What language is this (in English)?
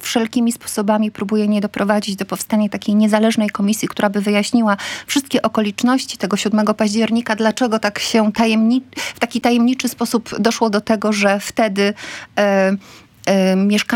Polish